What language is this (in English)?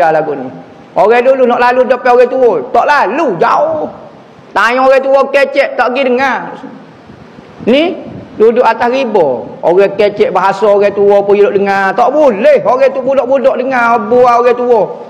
Malay